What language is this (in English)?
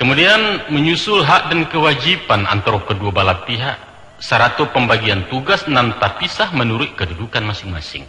Minangkabau